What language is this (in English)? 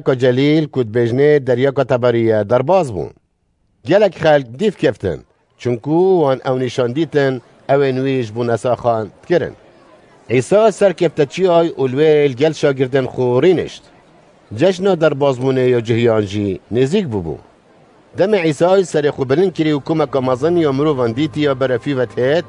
Kurdish